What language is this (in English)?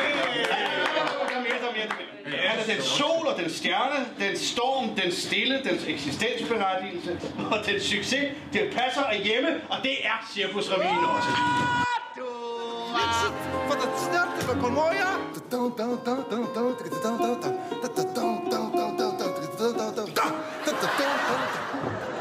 Danish